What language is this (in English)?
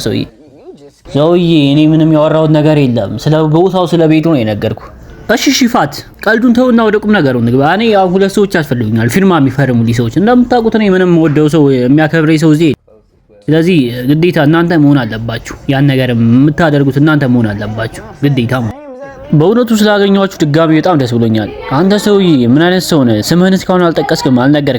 Amharic